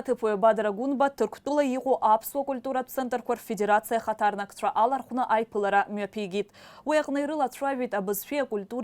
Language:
Abkhazian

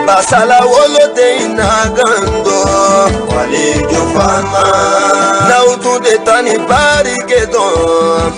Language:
Bambara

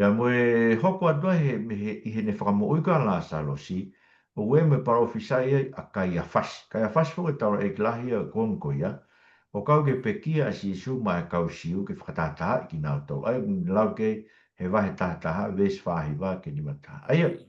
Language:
Tongan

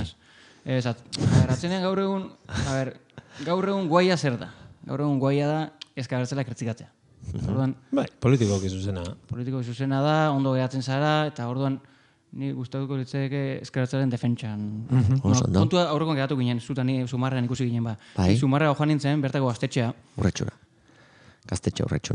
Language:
Basque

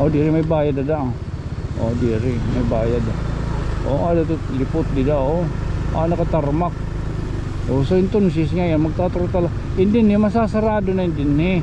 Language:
Waray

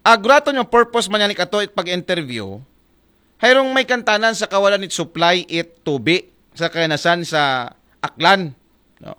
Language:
Aklanon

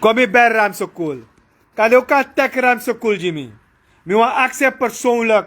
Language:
Sranan Tongo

